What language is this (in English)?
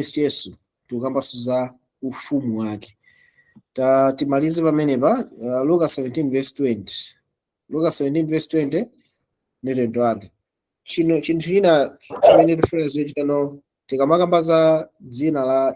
Nyanja